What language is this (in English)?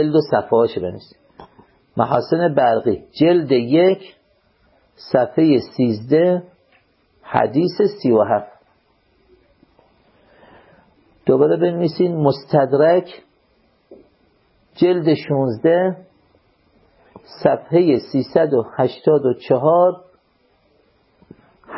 Persian